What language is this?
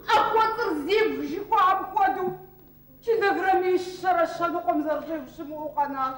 Kabardian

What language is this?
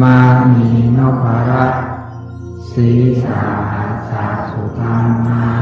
Pali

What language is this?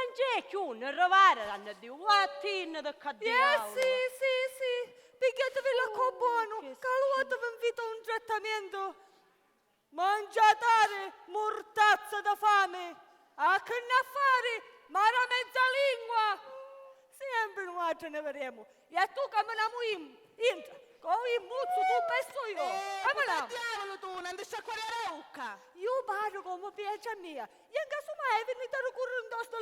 Sicilian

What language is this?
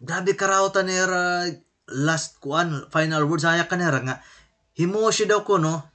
Waray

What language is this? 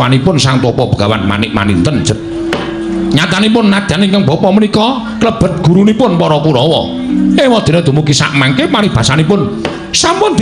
Javanese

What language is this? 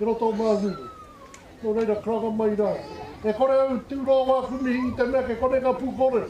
Māori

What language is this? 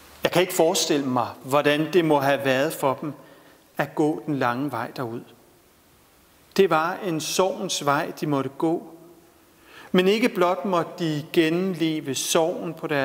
Danish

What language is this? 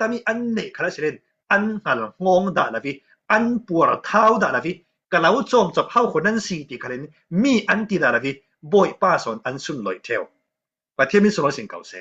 Falam Chin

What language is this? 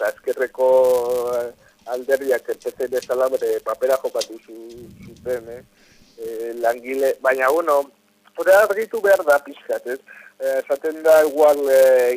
Basque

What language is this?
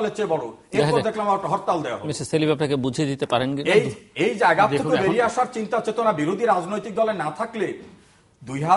Bangla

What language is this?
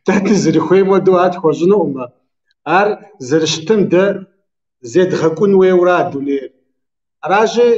Kabardian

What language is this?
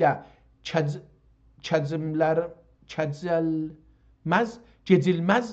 South Azerbaijani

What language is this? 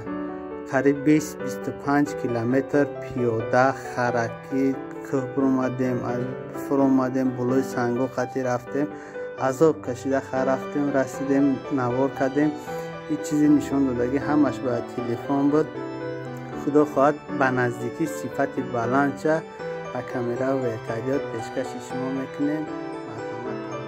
Tajik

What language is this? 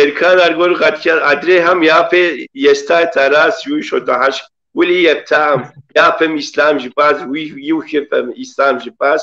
Kabardian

